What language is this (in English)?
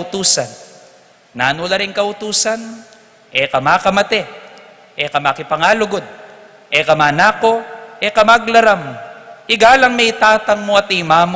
Pampanga